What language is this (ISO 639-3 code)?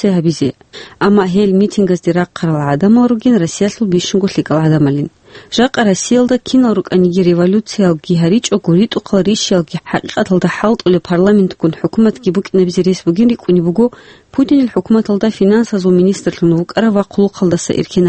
ava